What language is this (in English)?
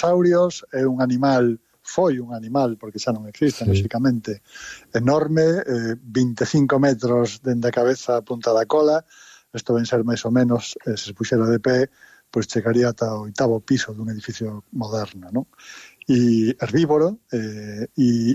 Galician